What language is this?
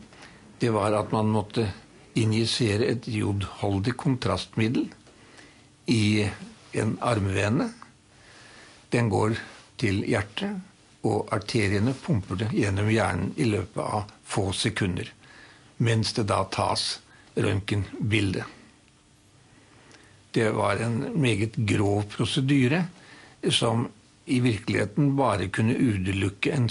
Norwegian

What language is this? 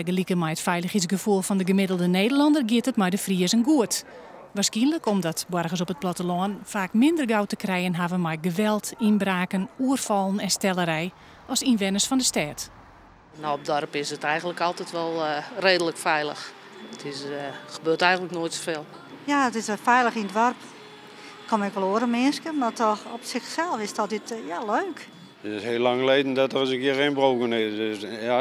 Western Frisian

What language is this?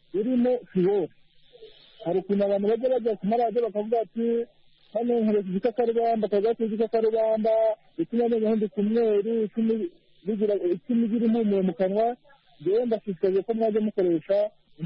Kinyarwanda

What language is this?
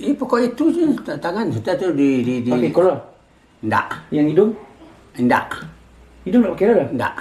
Minangkabau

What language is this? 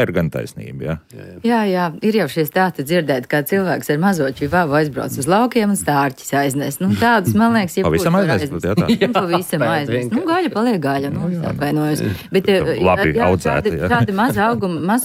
Latvian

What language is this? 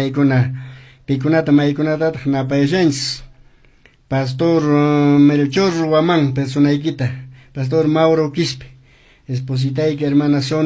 Quechua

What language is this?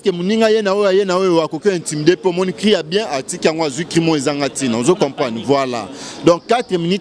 Lingala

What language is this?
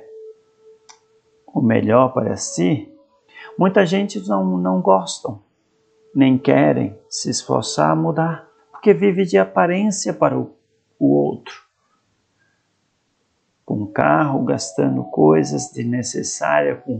Portuguese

